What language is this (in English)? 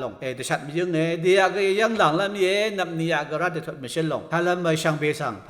Rawang